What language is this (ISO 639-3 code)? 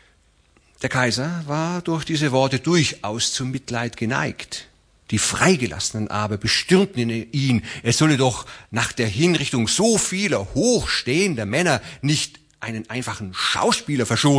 deu